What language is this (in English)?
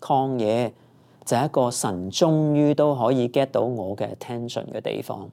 Cantonese